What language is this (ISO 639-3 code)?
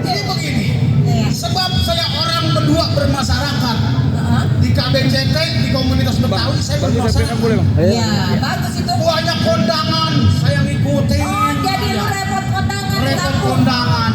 bew